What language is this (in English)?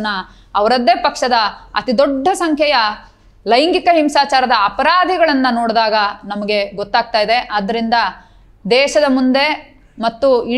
Kannada